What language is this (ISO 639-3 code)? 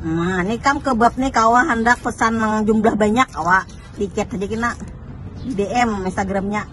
bjn